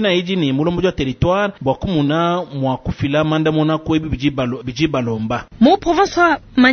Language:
Luba-Lulua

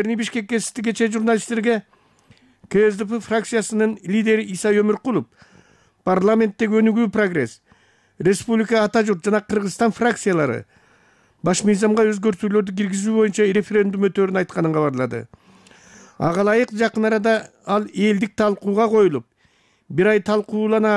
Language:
Kyrgyz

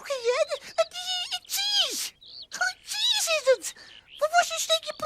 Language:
Western Frisian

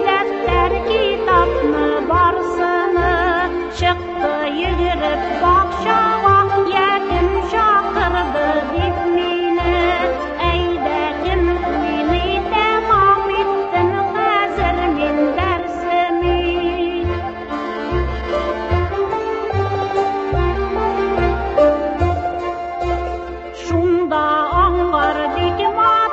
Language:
Tatar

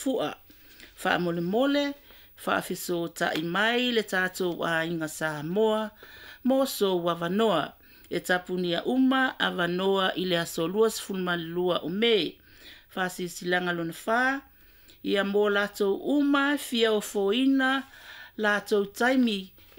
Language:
Samoan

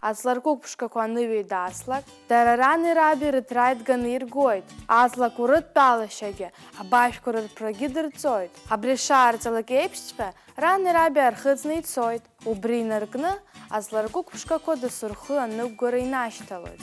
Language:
Abkhazian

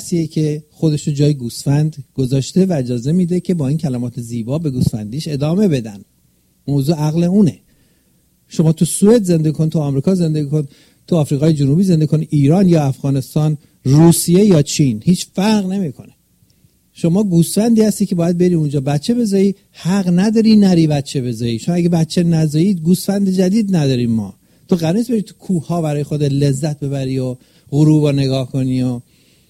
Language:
Persian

